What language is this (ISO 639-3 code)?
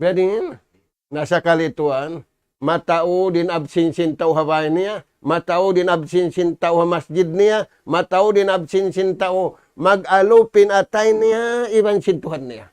tsg